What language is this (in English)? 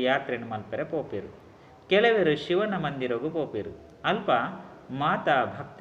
Tulu